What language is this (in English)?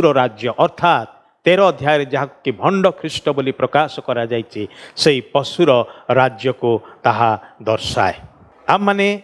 Odia